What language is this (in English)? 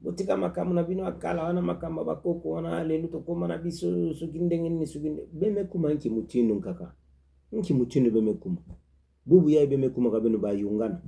Kituba (Democratic Republic of Congo)